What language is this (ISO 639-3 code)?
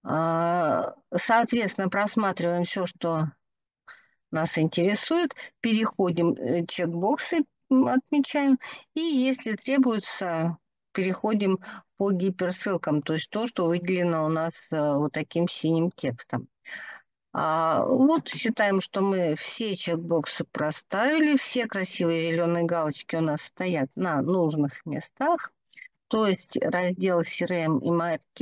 rus